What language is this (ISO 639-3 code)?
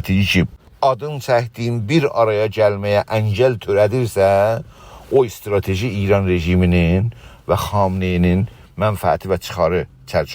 azb